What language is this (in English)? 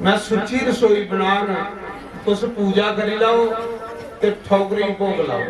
Dogri